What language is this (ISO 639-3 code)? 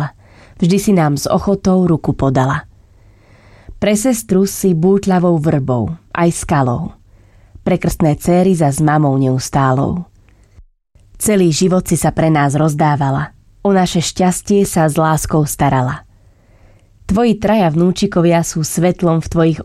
slk